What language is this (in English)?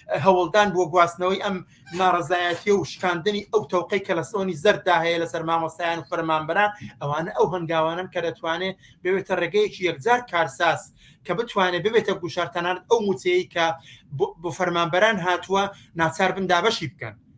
Central Kurdish